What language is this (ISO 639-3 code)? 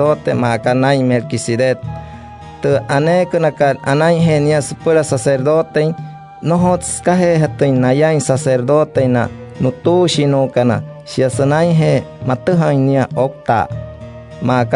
guc